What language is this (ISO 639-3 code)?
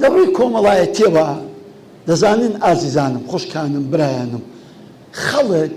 ckb